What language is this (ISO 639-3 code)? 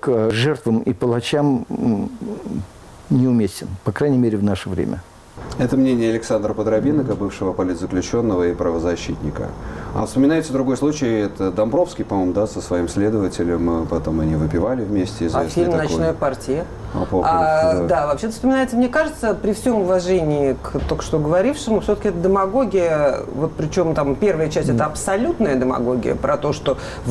rus